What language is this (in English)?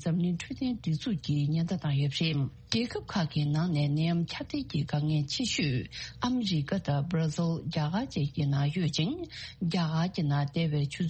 Tibetan